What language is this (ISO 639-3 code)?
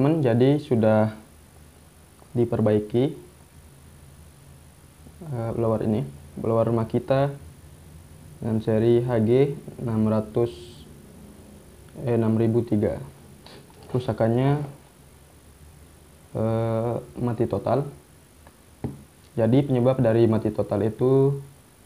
ind